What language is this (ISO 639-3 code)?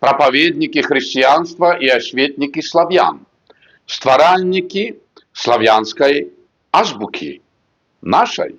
bel